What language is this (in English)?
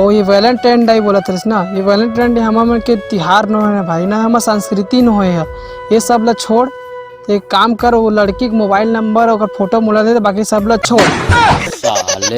Chhattisgarhi